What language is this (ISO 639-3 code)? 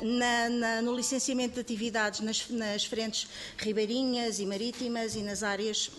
por